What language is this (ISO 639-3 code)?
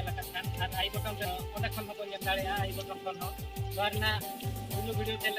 sat